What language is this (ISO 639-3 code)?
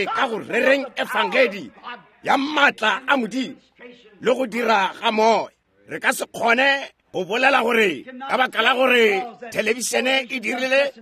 nso